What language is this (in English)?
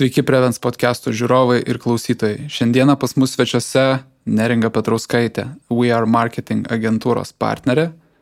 Lithuanian